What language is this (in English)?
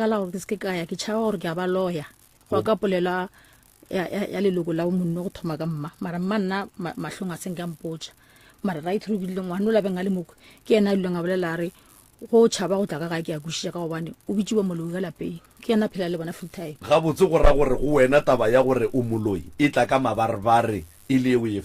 Northern Sotho